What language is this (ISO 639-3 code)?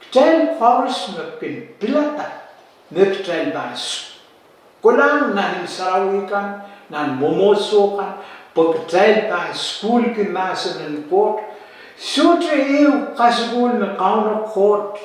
pon